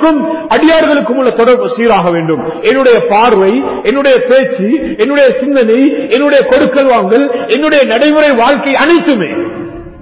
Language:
Tamil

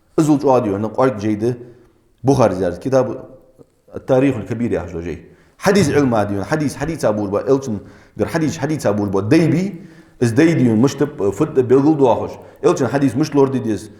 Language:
Ingush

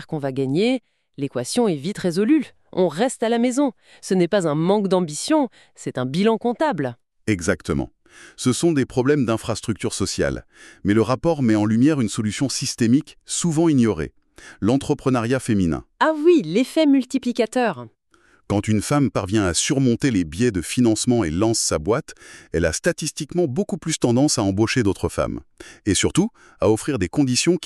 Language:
French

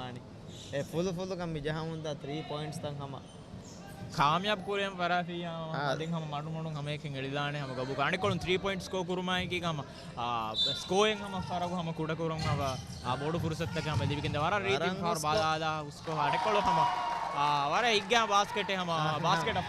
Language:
Divehi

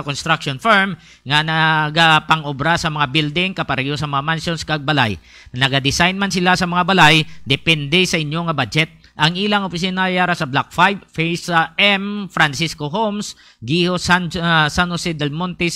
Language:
Hiligaynon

